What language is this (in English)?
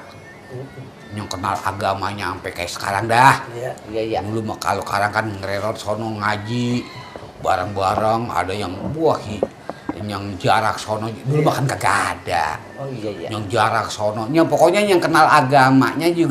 Betawi